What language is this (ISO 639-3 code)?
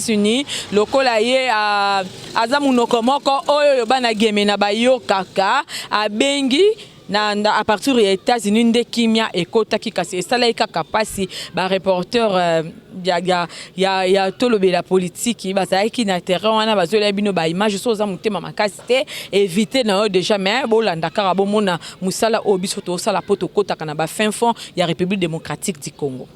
lin